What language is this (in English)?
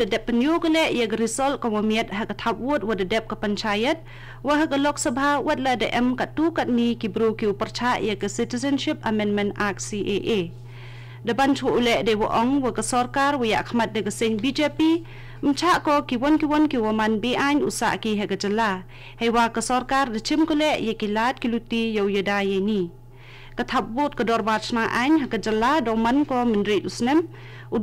Khasi